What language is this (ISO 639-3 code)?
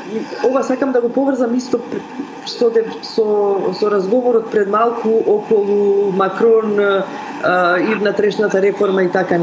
mkd